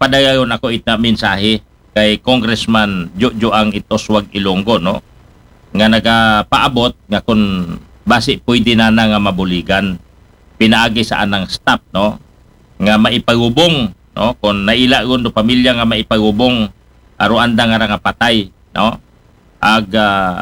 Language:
Aklanon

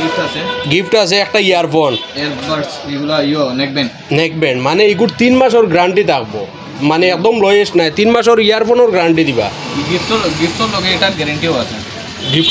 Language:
Sylheti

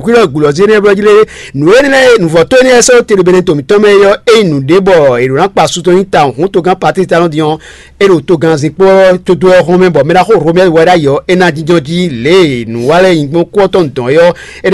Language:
Fon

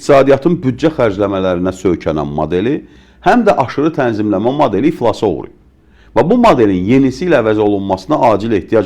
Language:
Azerbaijani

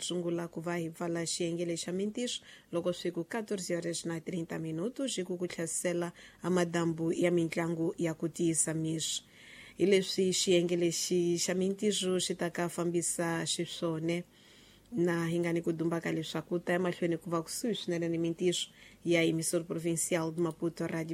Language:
Tsonga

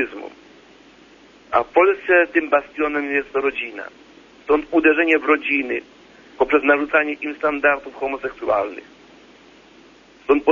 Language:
Polish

